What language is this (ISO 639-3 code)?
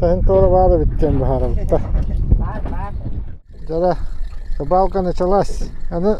sah